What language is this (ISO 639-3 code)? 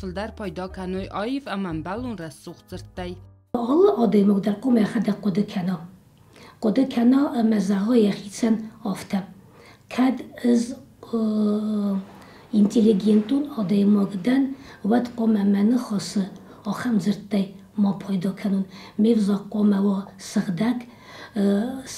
oss